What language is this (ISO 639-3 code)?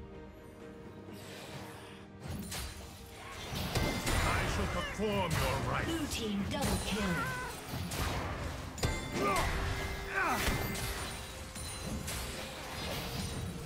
eng